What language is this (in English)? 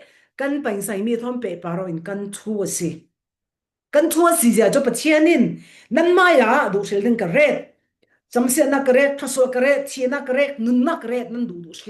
Falam Chin